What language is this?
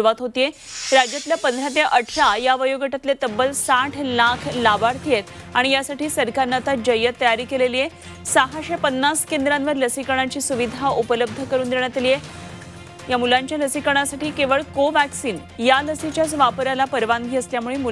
Marathi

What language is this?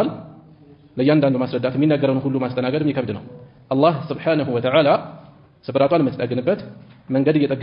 Amharic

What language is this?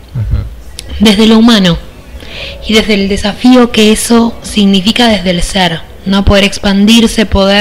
Spanish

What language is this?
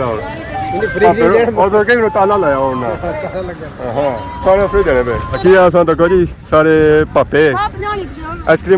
Pahari-Potwari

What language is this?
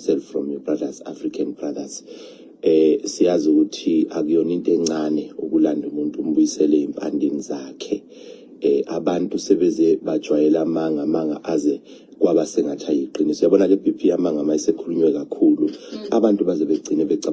Zulu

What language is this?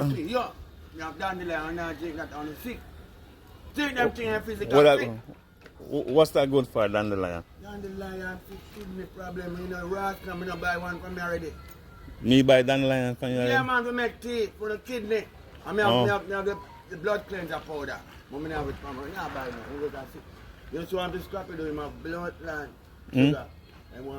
Jamaican Creole English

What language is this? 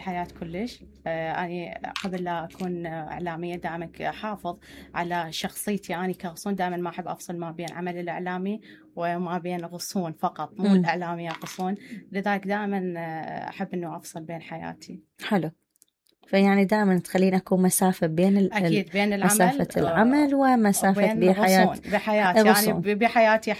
Mesopotamian Arabic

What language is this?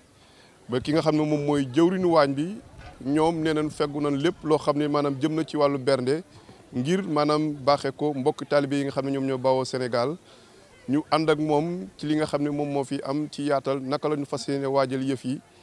Wolof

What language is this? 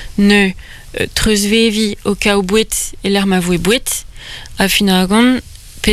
Breton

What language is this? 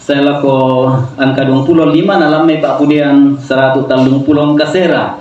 Toraja-Sa'dan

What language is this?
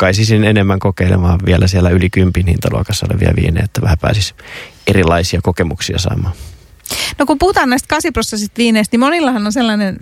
Finnish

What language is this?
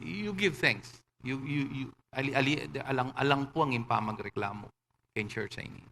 Pampanga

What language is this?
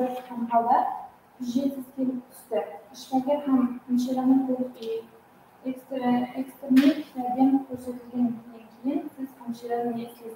Kara-Kalpak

